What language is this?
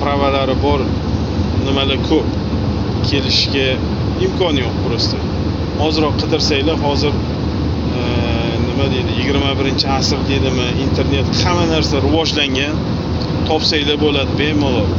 Uzbek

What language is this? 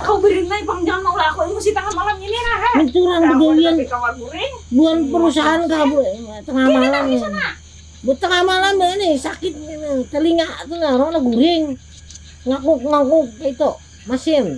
Banjar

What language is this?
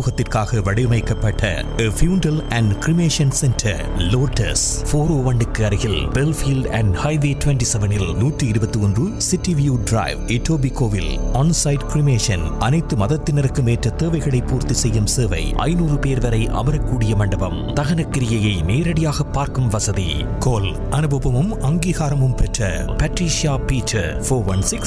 Tamil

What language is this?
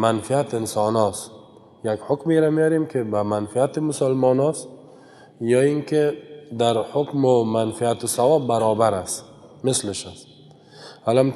Persian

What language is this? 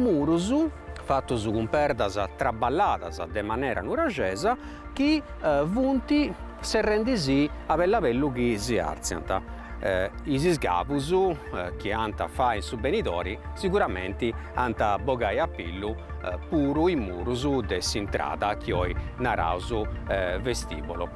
Sardinian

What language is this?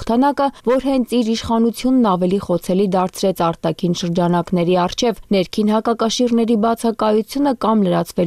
Armenian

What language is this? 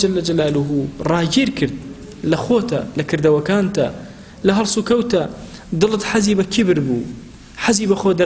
Central Kurdish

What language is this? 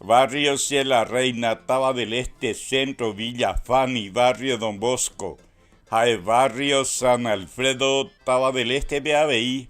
Guarani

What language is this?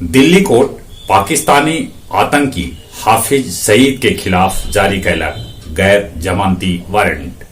Magahi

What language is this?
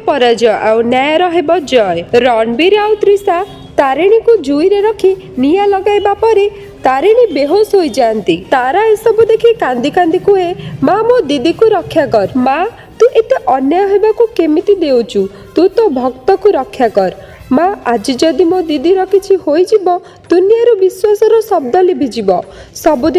Odia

